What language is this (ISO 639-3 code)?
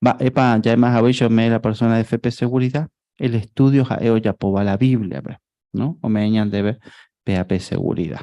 grn